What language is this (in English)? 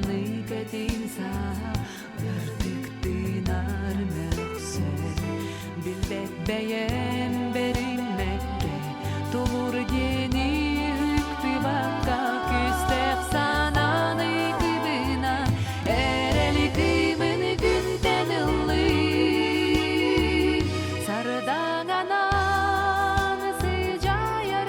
Yakut